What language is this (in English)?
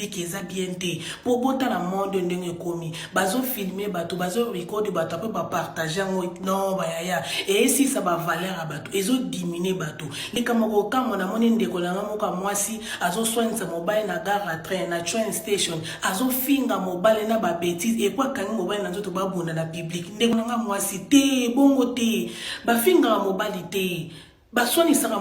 Lingala